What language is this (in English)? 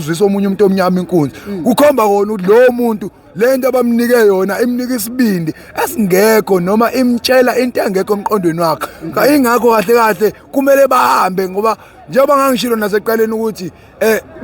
Zulu